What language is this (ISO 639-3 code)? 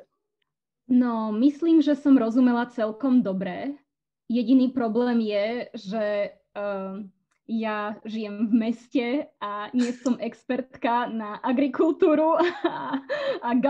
rue